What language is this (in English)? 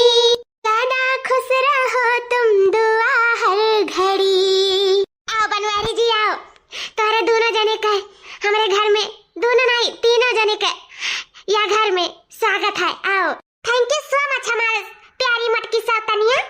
Awadhi